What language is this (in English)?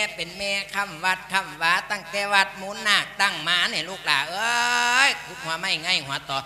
Lao